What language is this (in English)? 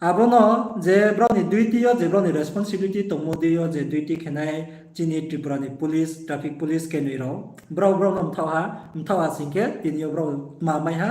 Riang (India)